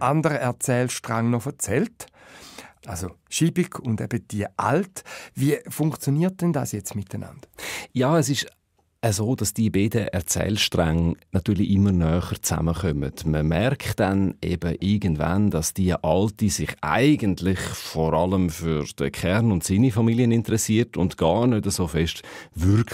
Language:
Swiss German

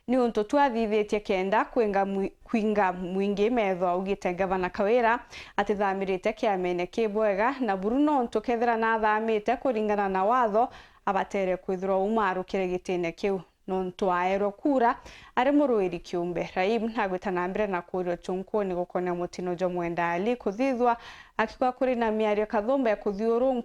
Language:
Meru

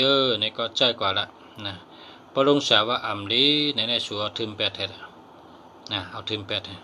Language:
Shan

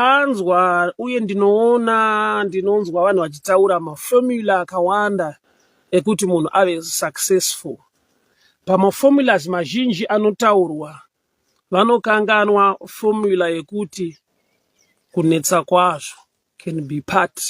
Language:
Shona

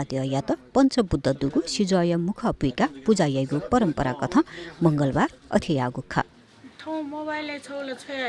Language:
Newari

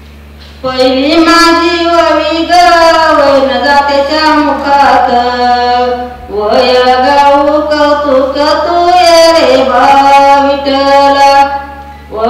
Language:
Marathi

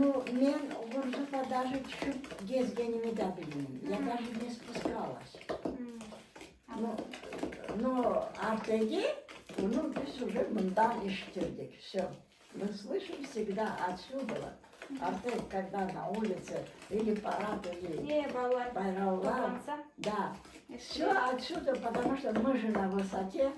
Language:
Crimean Tatar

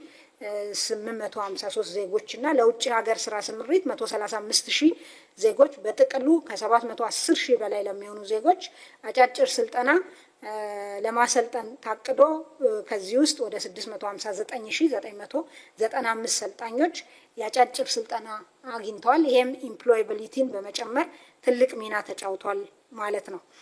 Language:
Amharic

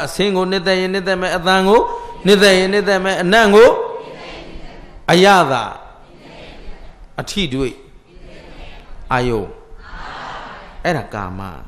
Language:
Burmese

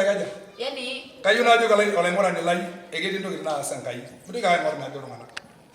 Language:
Masai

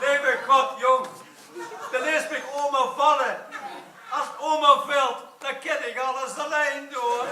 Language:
Limburgish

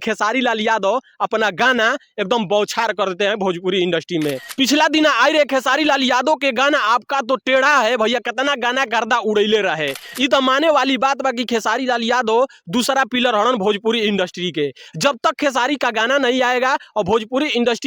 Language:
Bhojpuri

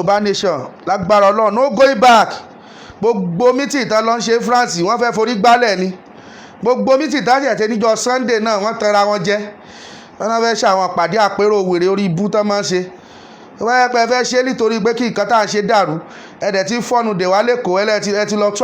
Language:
Yoruba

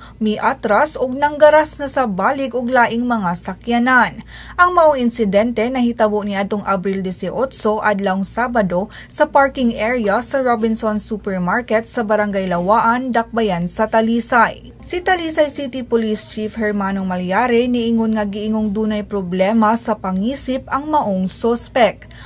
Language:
Cebuano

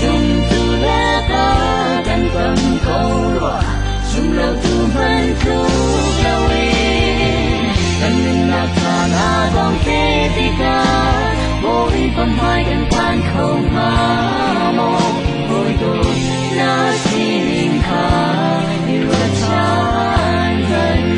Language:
Hakha Chin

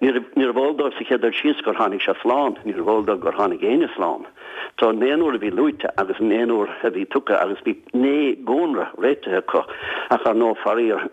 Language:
Irish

